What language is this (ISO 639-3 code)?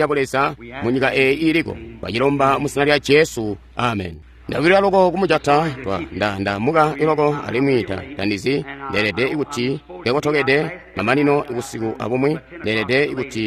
toi